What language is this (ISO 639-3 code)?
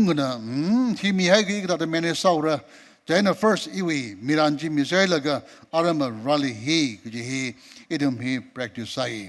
nmf